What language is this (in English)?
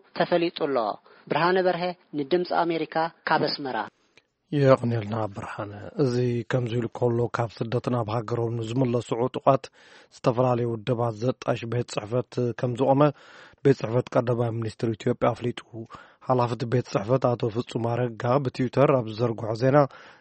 Tigrinya